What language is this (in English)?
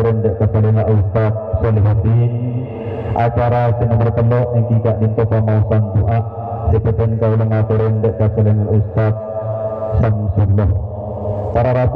Madurese